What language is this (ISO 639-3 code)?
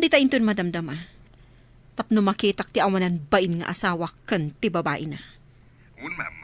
ilo